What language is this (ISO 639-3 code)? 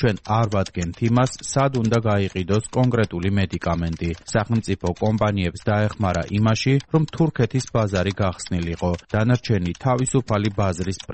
kat